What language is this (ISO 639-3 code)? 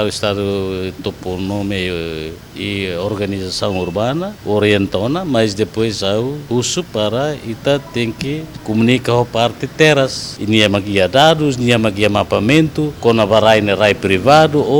tet